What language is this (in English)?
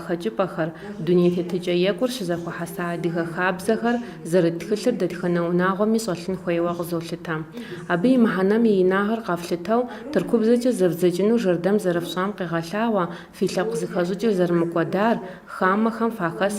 Kabardian